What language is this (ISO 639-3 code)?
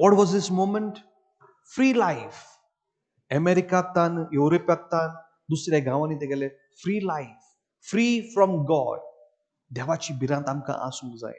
kok